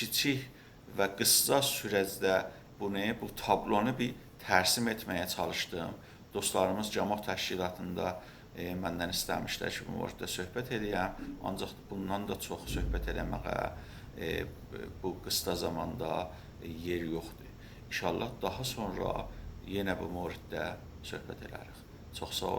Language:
South Azerbaijani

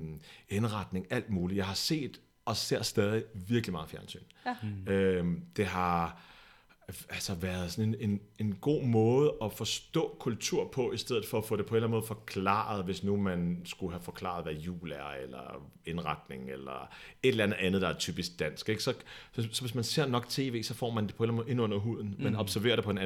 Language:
Danish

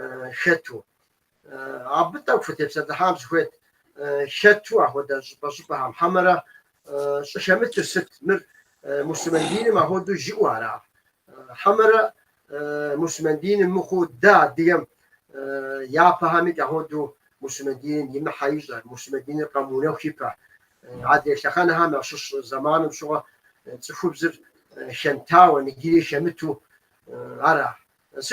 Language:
Kabardian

